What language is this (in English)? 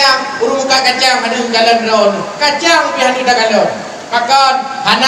Achinese